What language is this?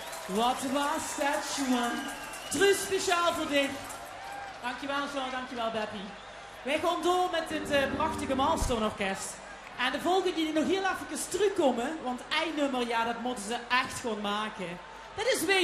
Limburgish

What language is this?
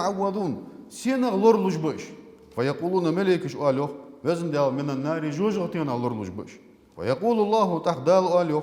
Ingush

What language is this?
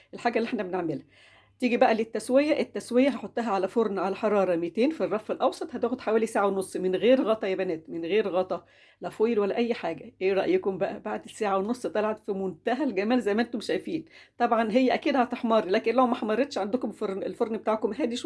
Egyptian Arabic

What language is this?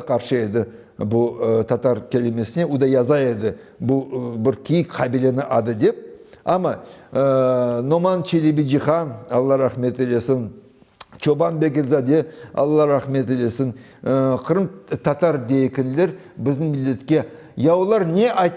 Crimean Tatar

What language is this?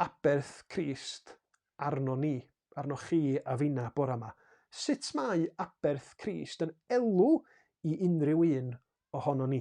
Welsh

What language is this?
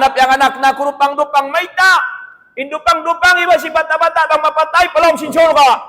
Tausug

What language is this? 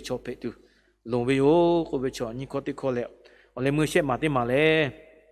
Lahu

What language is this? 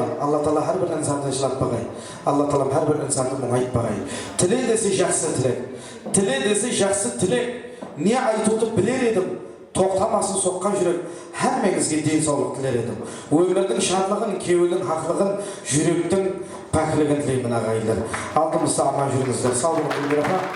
Kara-Kalpak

